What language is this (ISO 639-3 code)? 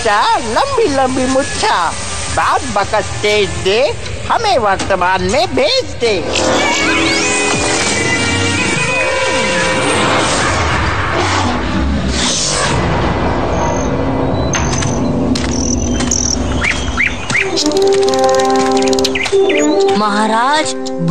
hin